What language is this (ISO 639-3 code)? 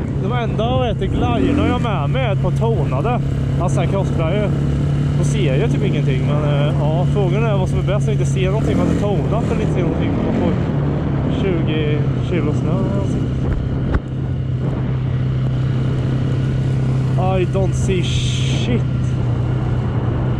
swe